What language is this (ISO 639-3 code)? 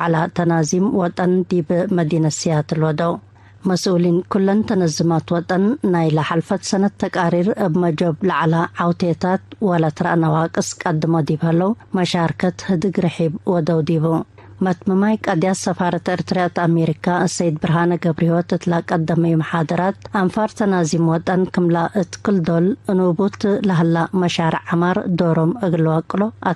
tig